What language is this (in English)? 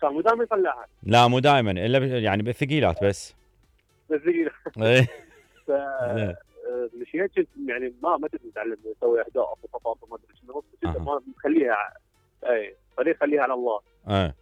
Mesopotamian Arabic